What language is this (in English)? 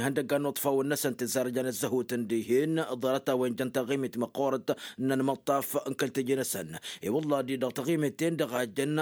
Tamasheq